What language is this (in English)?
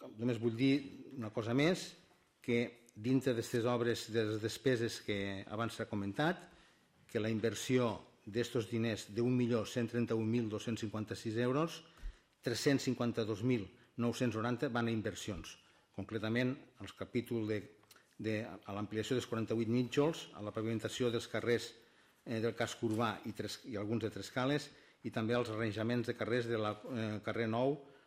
Catalan